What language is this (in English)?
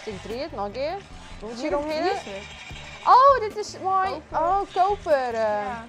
Western Frisian